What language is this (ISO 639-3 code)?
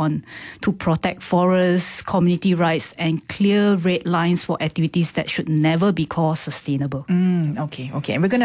eng